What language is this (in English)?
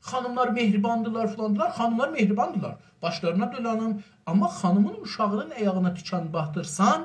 South Azerbaijani